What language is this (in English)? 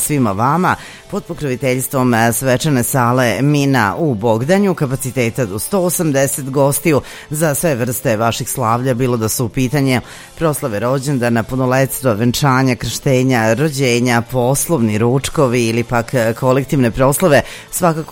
Serbian